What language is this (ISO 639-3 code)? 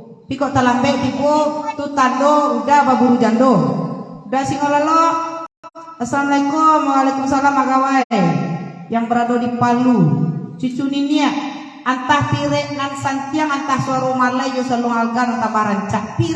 min